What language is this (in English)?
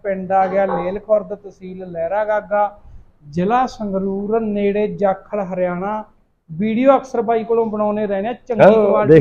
Punjabi